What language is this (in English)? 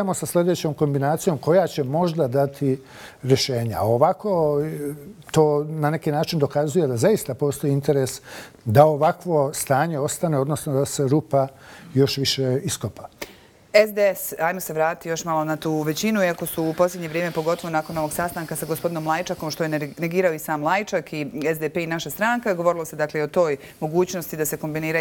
Bosnian